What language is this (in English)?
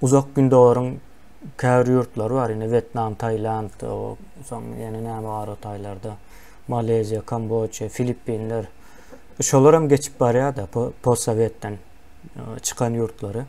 Turkmen